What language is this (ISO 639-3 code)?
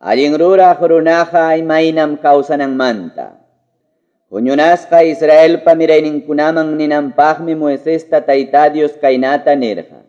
que